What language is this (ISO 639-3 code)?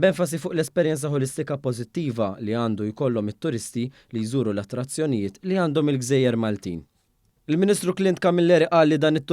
mlt